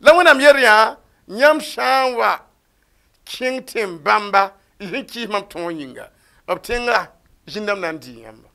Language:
Mossi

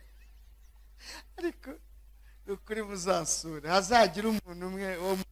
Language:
Kinyarwanda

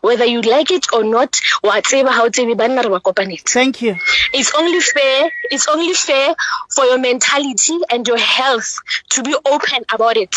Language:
Southern Sotho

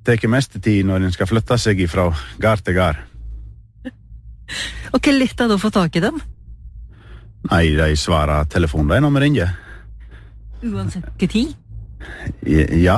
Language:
Norwegian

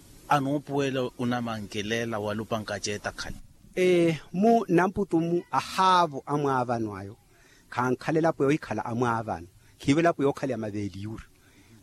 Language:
Makhuwa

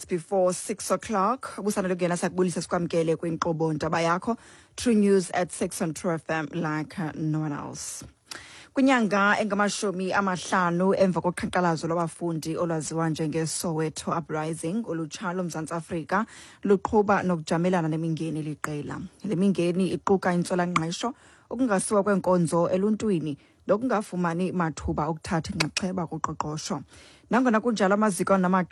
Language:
Xhosa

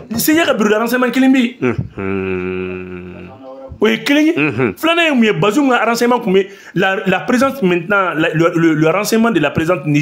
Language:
Bambara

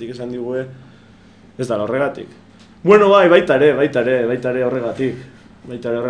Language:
Basque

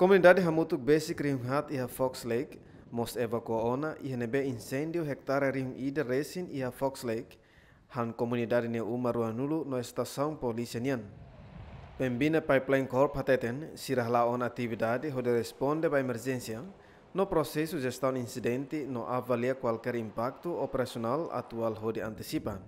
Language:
Tetum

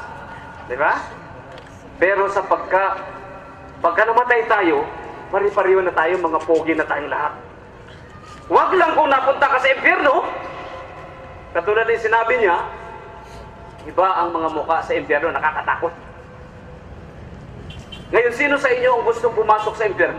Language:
Filipino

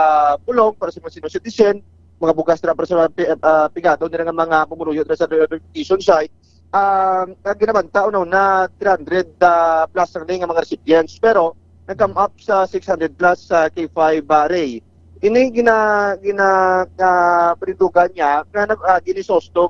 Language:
Hiligaynon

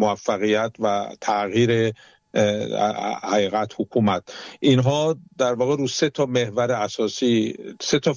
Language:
Persian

